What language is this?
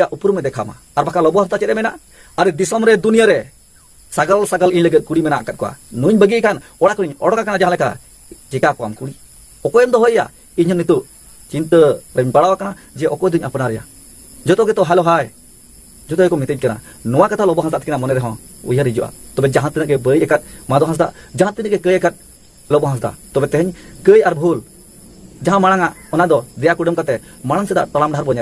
Santali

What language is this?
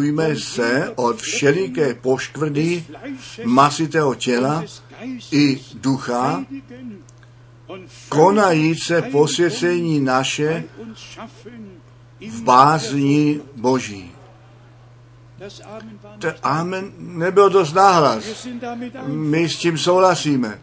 Czech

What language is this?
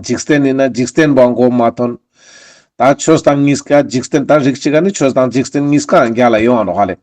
Ladakhi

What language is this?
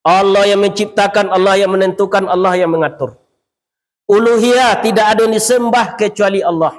Minangkabau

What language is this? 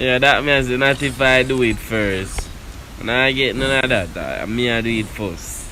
Jamaican Creole English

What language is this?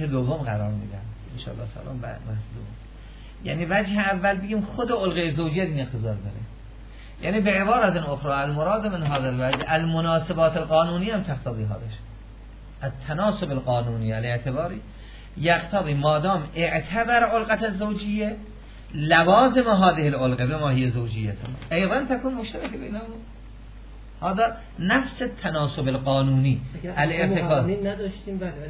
Persian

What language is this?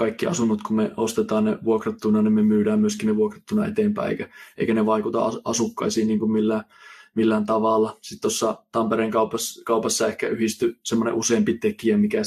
Finnish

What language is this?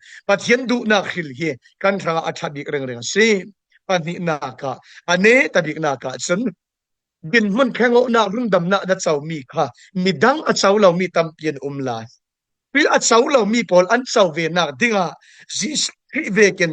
Falam Chin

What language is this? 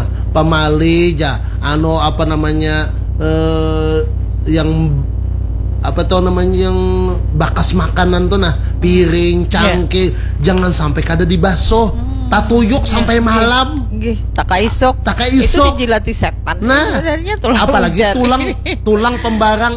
Banjar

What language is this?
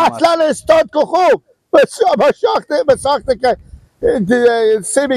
Persian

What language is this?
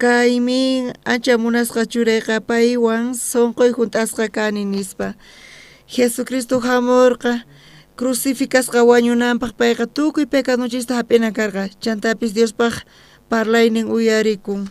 South Bolivian Quechua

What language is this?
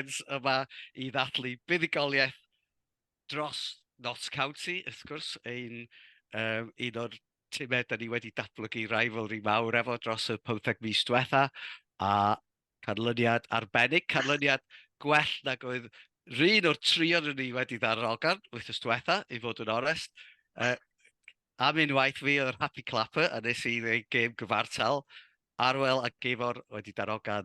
Welsh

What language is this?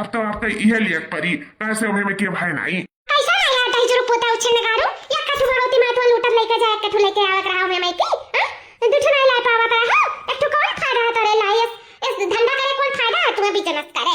Awadhi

